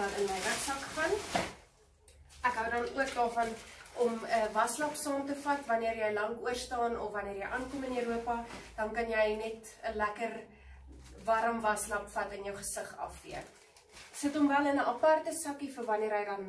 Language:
Afrikaans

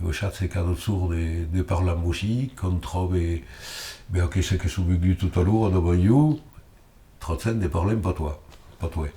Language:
Occitan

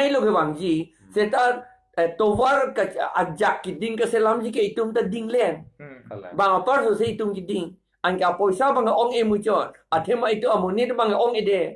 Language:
Karbi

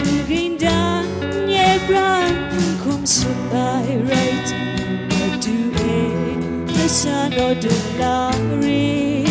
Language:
Kachin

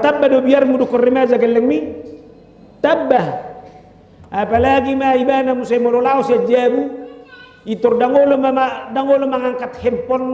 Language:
Batak Toba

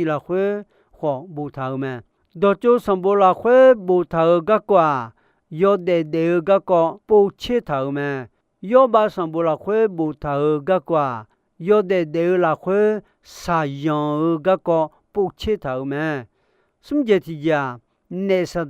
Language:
Akha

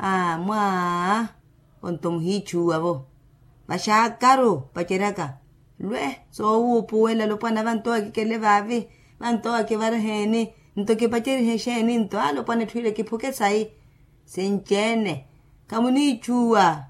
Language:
Makhuwa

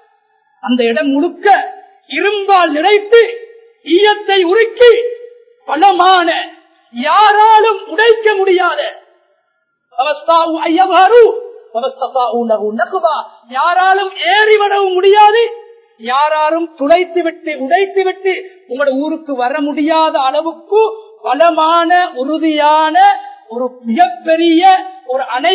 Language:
Tamil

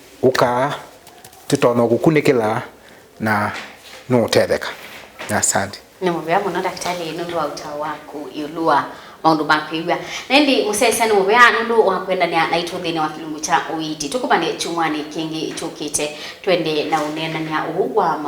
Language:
Kamba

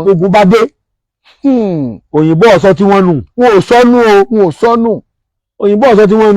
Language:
Yoruba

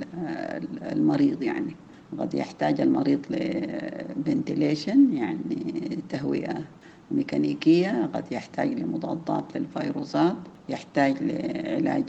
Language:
Sudanese Arabic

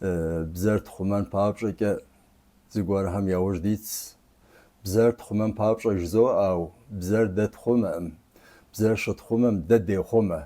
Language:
Kabardian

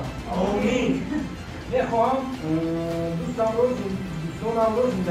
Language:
Tajik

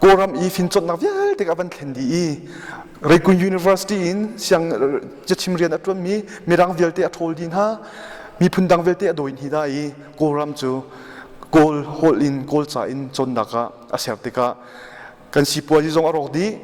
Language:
Hakha Chin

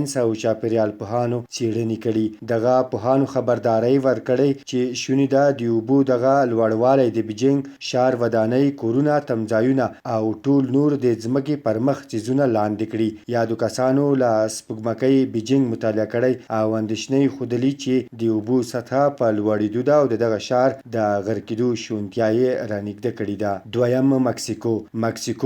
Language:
Pashto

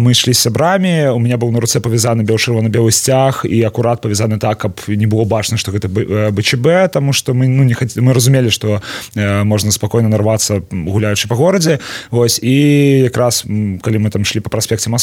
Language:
Belarusian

